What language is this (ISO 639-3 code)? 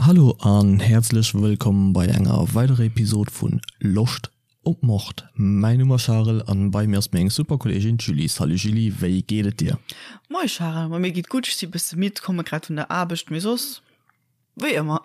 ltz